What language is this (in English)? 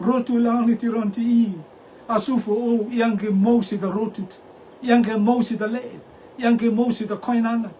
Rotuman